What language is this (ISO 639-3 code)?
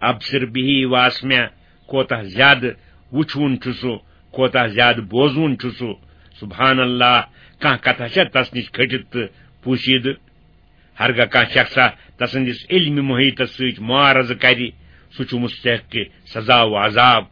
kas